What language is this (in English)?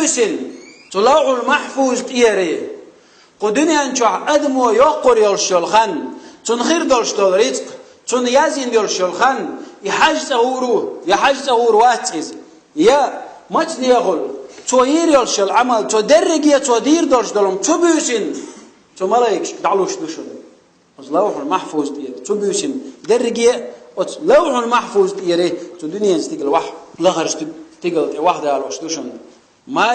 Chechen